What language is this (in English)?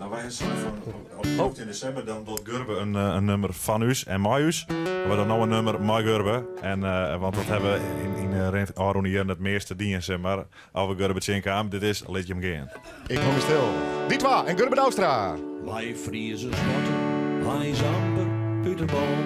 Western Frisian